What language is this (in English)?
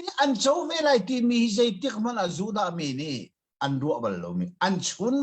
Hakha Chin